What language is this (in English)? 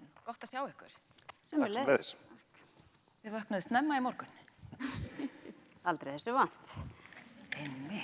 Icelandic